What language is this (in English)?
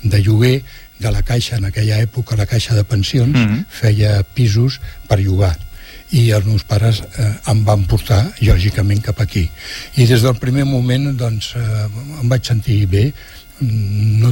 Catalan